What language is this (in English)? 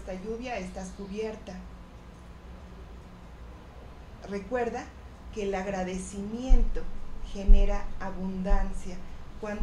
Spanish